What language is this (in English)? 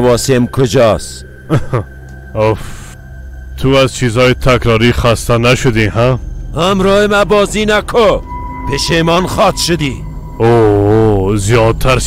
Persian